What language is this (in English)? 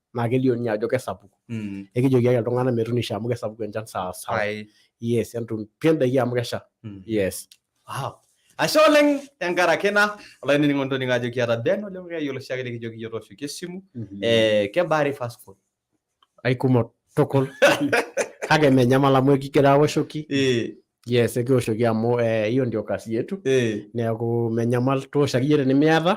Masai